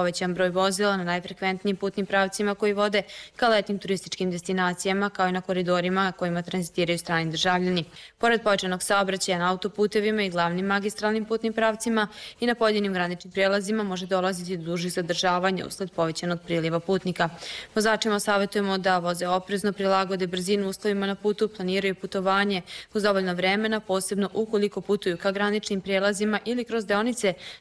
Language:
Serbian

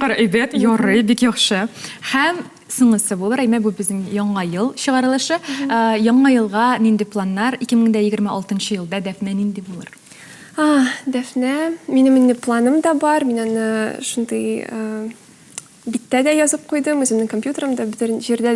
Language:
Tatar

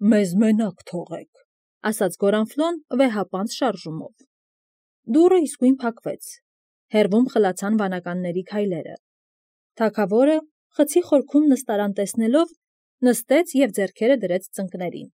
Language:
Armenian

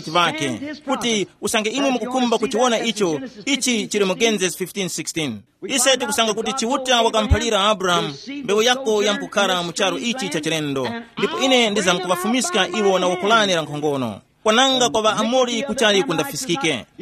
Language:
Tumbuka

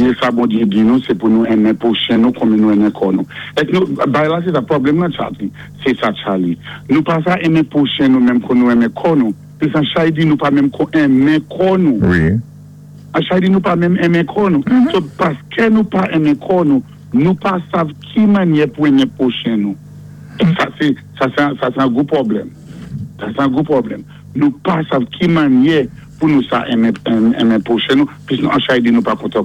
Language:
Saint Lucian Creole French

